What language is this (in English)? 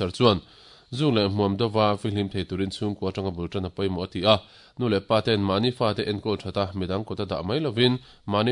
Mizo